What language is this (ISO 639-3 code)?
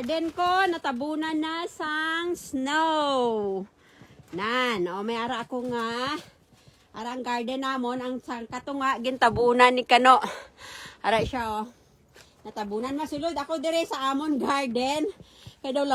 hil